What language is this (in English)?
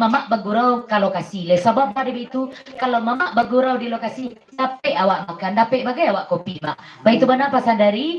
Minangkabau